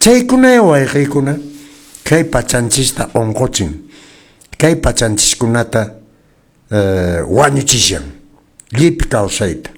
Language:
Quechua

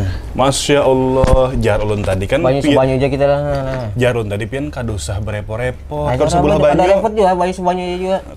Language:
Banjar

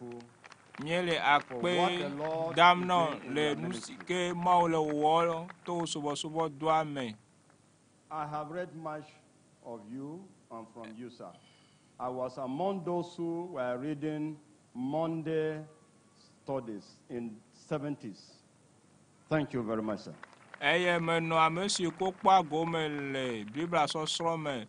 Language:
Ewe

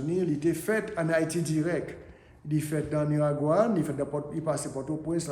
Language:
Haitian Creole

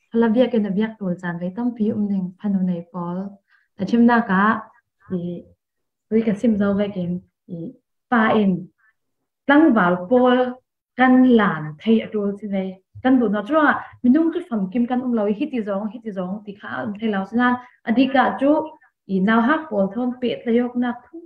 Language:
Falam Chin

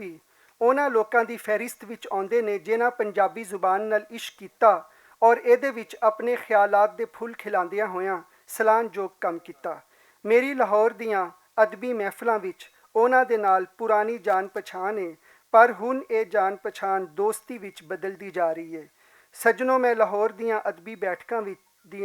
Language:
Western Panjabi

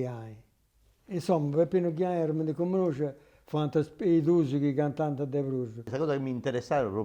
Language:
Sardinian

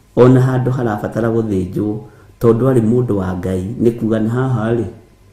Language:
Kikuyu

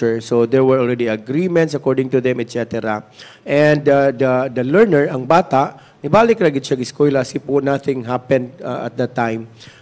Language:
Cebuano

